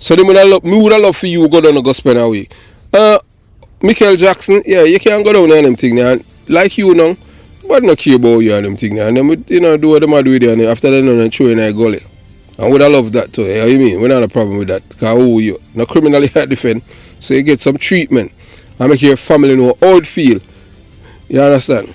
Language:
Jamaican Creole English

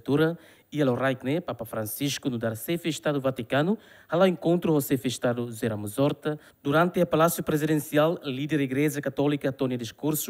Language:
Tetum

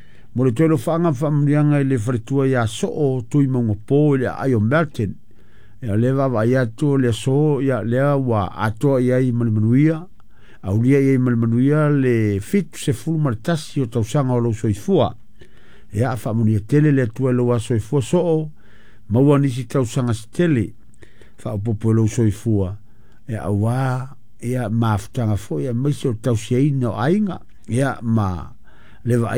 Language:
Samoan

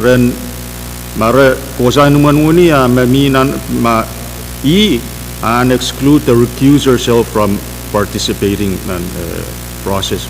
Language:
Pohnpeian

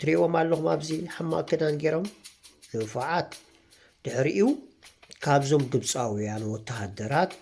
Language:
Tigrinya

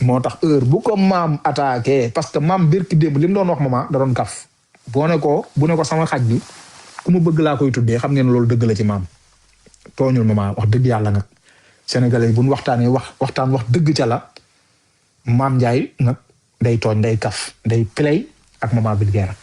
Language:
Wolof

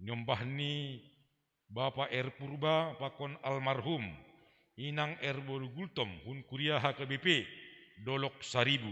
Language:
Batak Simalungun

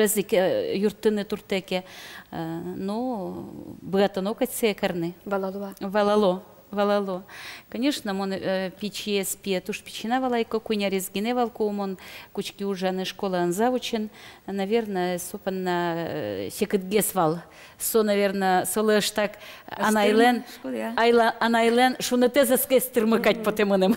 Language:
Udmurt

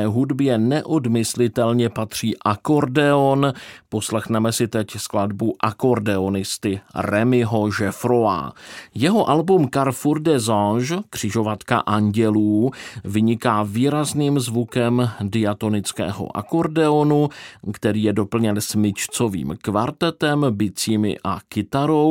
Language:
Czech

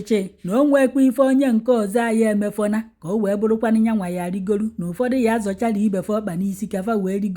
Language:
Igbo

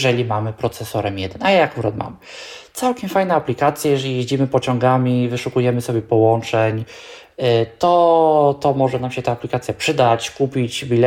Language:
Polish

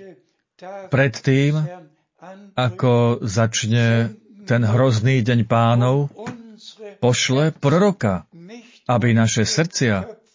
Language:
Slovak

